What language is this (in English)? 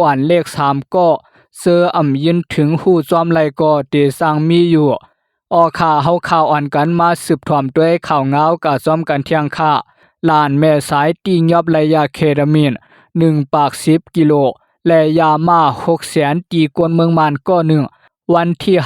Lao